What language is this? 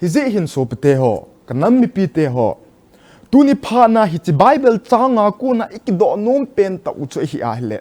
Thado Chin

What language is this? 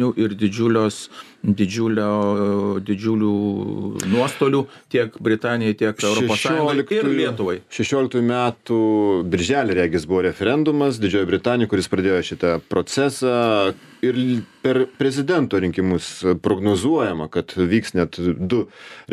Lithuanian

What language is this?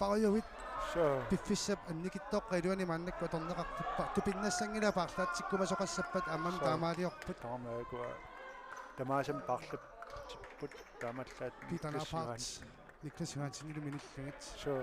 Kalaallisut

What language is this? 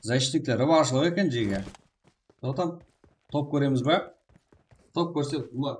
Kara-Kalpak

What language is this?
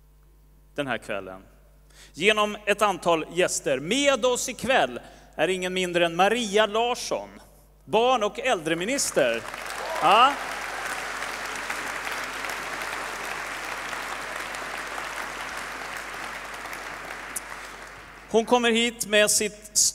Swedish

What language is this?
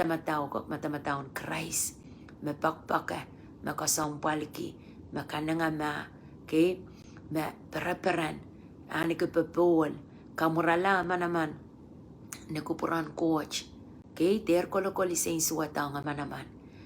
Pohnpeian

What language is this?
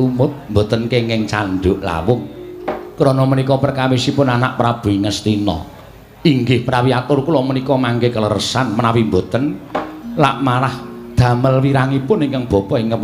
Javanese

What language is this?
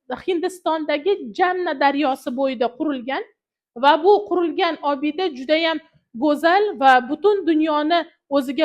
Uzbek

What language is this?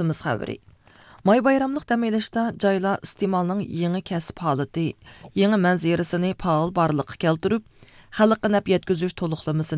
Uyghur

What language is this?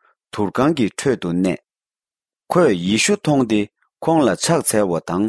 Tibetan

